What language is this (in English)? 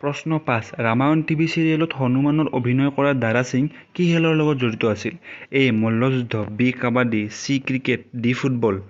Assamese